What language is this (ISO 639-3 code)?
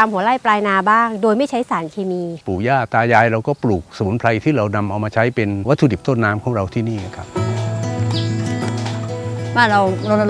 tha